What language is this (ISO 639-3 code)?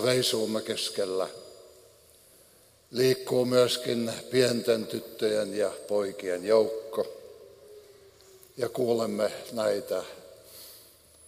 fin